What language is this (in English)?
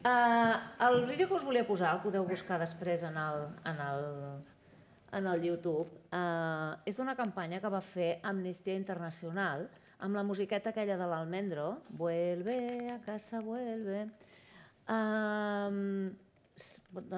Catalan